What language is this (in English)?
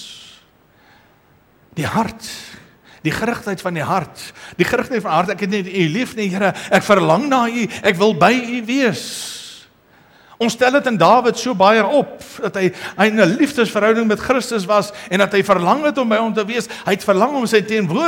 Afrikaans